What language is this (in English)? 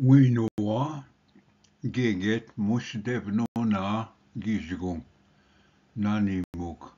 Ojibwa